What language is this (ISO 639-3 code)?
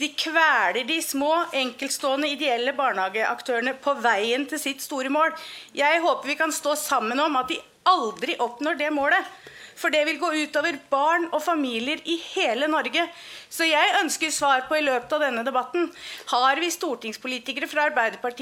nor